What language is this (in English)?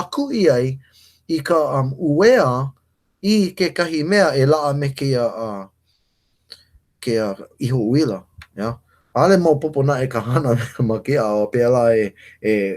Hawaiian